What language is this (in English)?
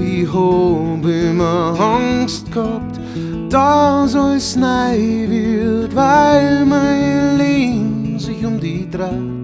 Bavarian